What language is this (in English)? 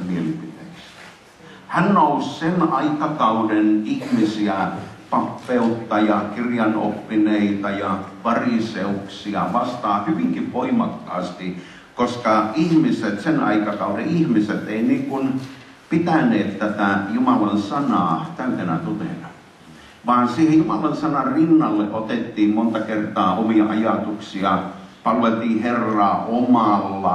Finnish